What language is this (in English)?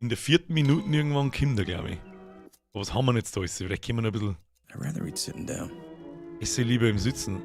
Bavarian